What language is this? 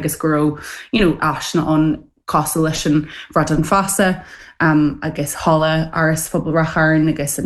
Irish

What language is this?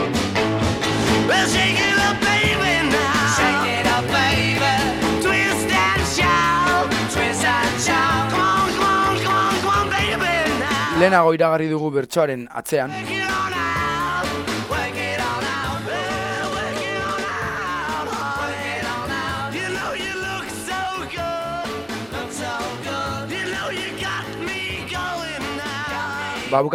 Basque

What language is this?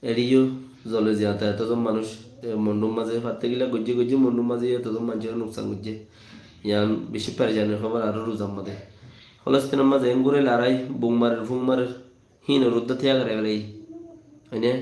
Rohingya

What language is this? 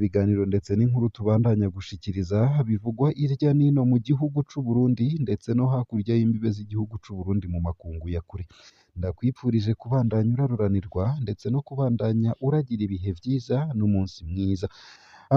Rundi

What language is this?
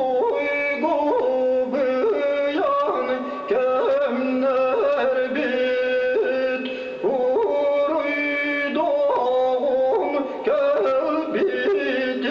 Yakut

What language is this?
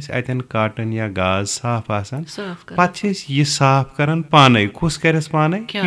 Kashmiri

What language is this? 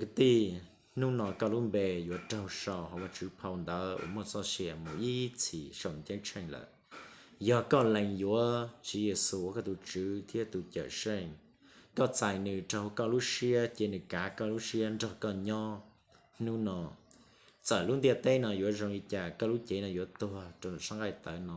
Hmong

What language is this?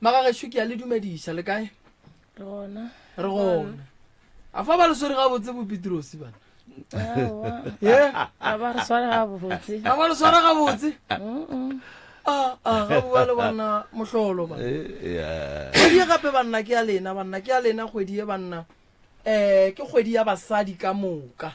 Northern Sotho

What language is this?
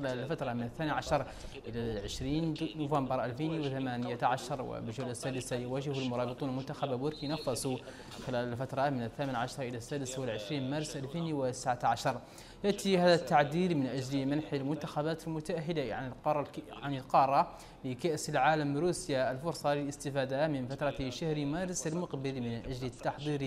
Arabic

